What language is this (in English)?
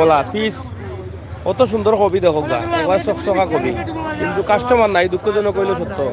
Sylheti